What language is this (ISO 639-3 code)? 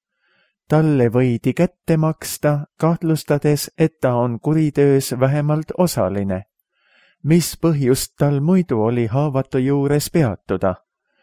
est